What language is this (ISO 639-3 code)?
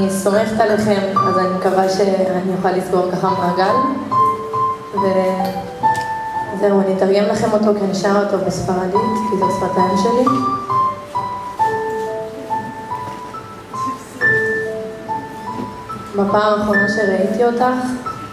heb